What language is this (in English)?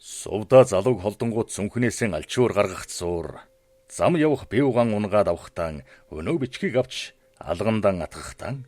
Mongolian